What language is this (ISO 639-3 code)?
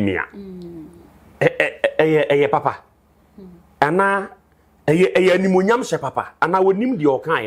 aka